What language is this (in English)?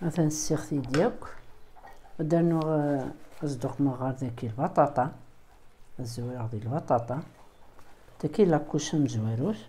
Kabyle